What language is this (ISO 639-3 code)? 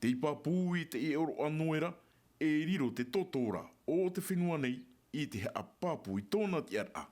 tah